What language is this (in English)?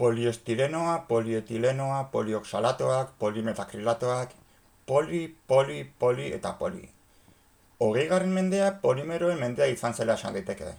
Basque